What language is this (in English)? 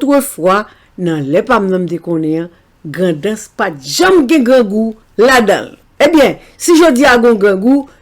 Haitian Creole